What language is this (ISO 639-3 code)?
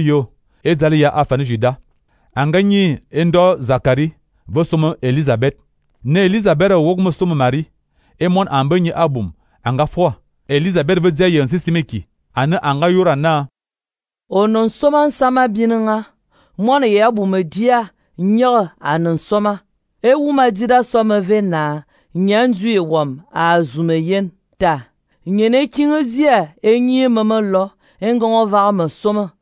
fan